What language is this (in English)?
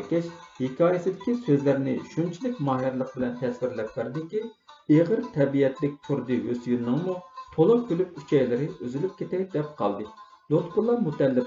Uyghur